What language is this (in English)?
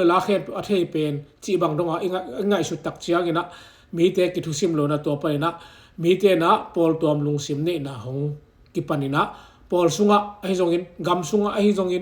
Tedim Chin